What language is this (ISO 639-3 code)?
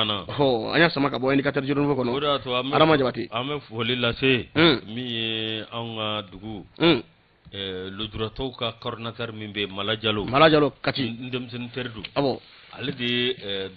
bam